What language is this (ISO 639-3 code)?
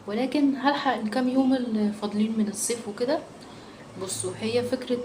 arz